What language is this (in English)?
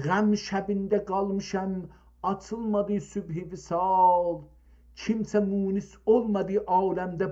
South Azerbaijani